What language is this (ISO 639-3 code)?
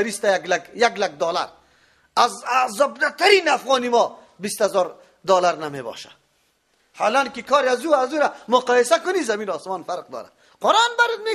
fas